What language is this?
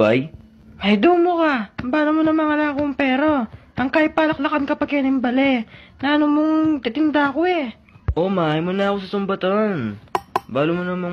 Pampanga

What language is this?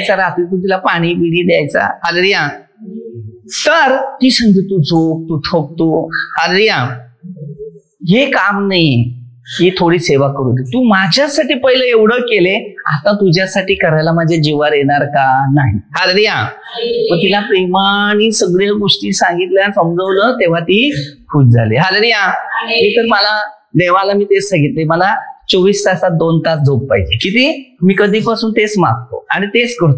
Marathi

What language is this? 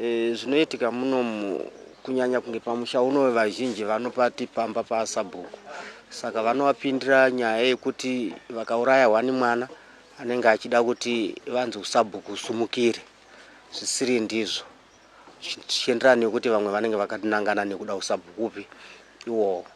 Shona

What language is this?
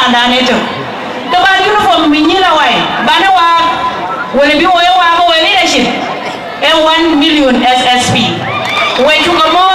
Dinka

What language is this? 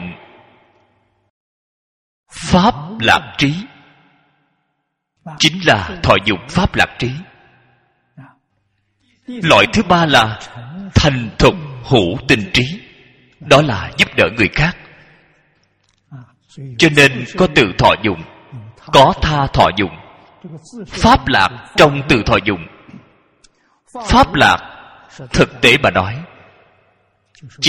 Vietnamese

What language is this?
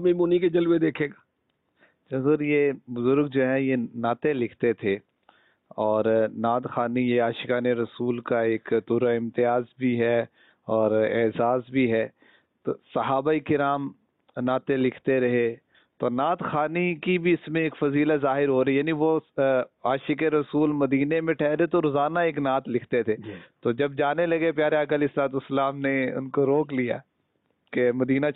Urdu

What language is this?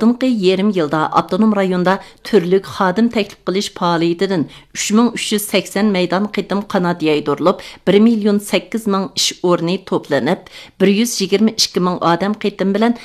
Uyghur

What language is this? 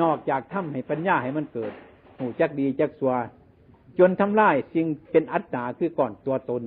Lao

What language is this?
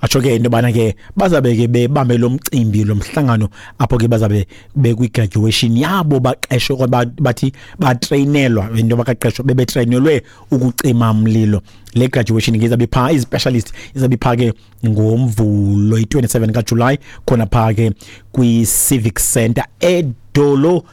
Xhosa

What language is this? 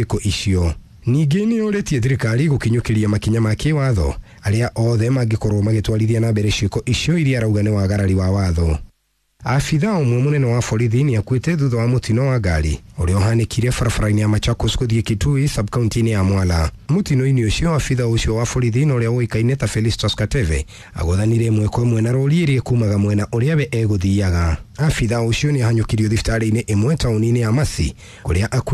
Kikuyu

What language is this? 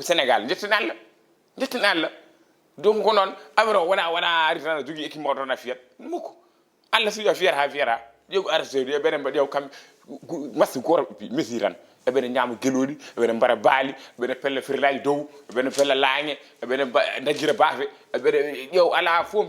Fula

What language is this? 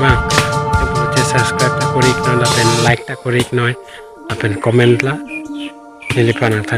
Karbi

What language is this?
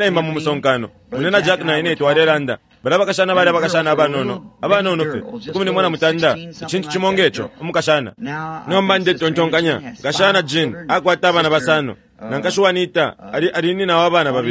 Bemba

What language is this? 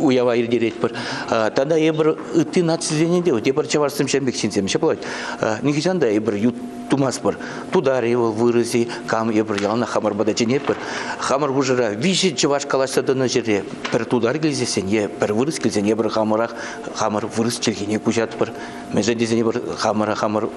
Chuvash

